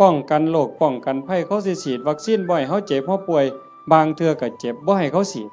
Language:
Northeastern Thai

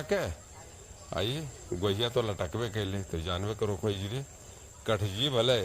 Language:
Magahi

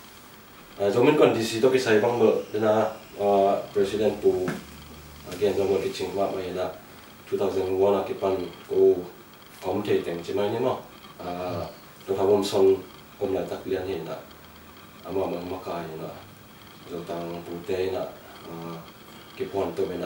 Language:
Tedim Chin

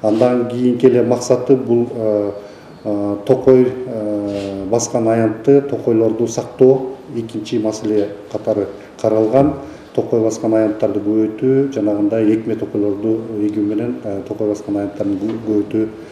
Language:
Kyrgyz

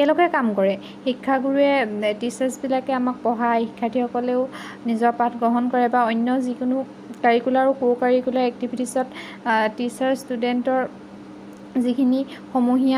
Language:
Assamese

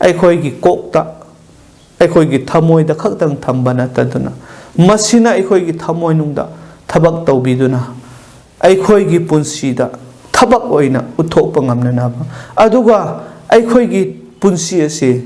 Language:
Manipuri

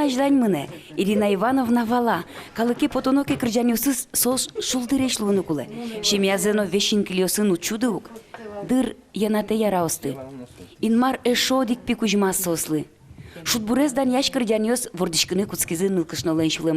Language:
Udmurt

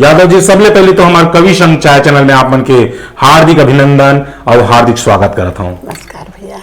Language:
Chhattisgarhi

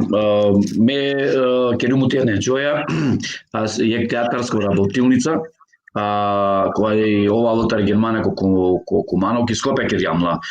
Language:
Balkan Romani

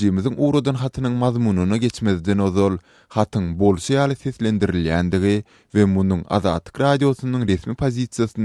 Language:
Turkmen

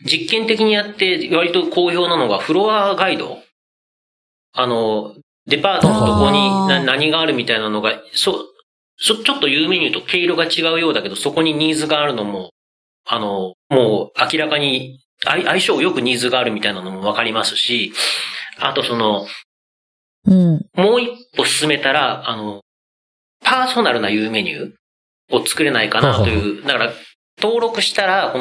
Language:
Japanese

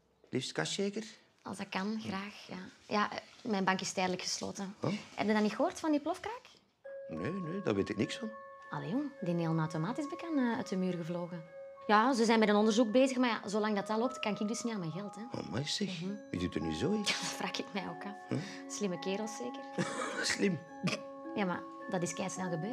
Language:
Dutch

